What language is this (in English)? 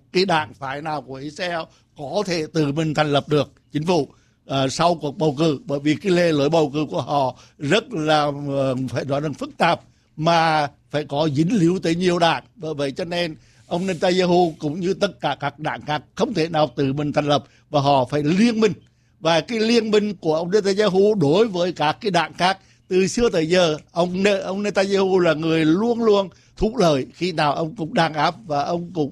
Vietnamese